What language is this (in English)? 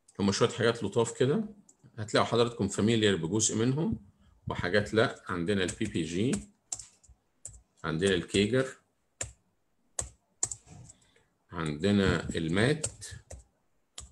Egyptian Arabic